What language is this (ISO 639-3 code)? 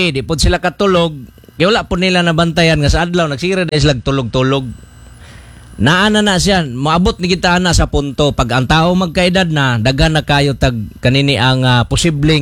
ceb